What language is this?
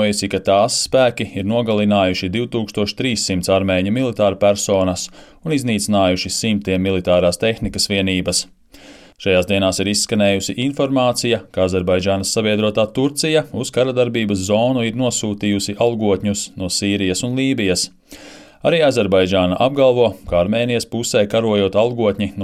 Latvian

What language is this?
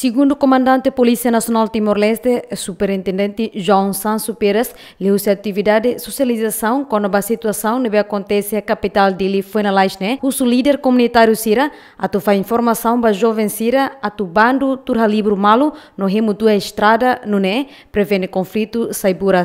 Tetum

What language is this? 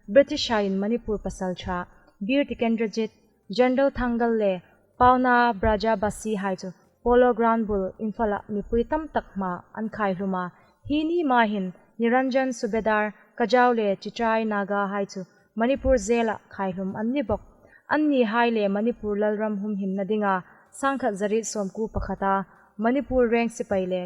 Hmar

